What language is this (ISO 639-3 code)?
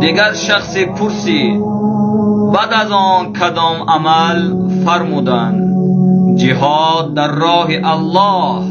tgk